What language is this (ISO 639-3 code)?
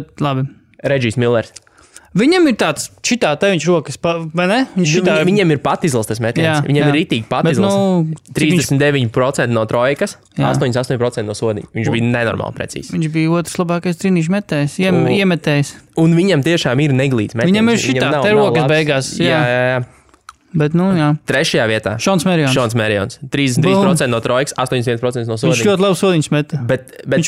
lav